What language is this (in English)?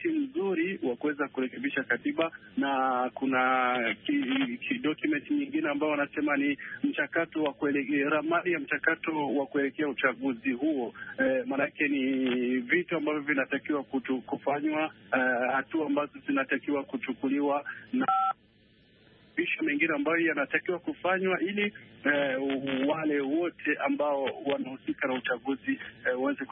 Swahili